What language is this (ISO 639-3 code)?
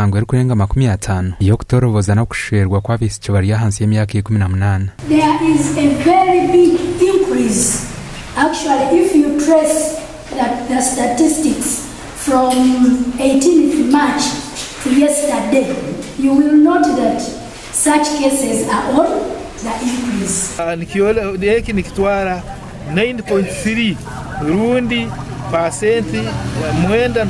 nyn